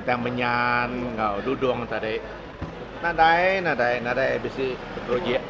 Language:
Iban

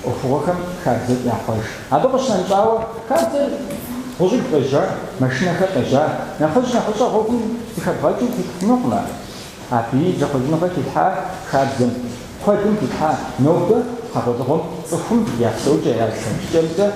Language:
Kabardian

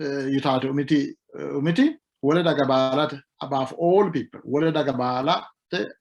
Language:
Sidamo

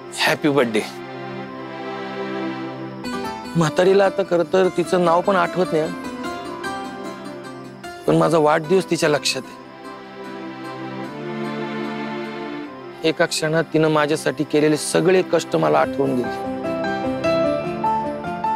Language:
Marathi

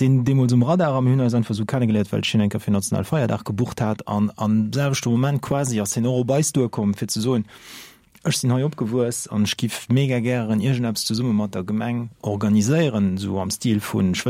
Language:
Luxembourgish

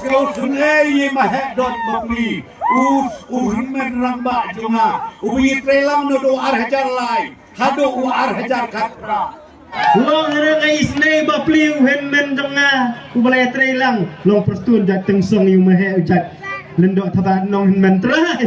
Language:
Khasi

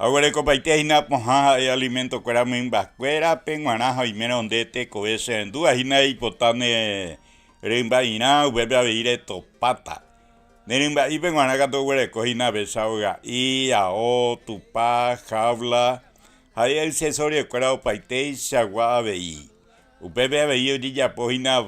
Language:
Guarani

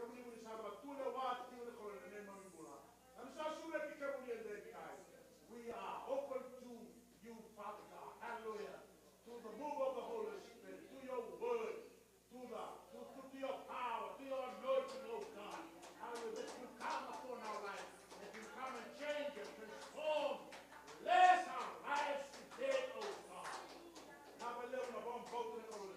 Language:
Fijian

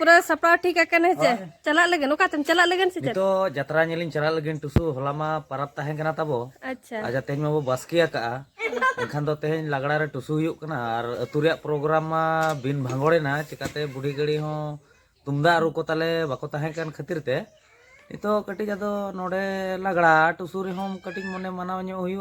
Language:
Santali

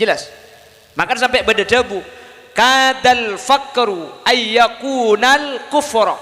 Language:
Madurese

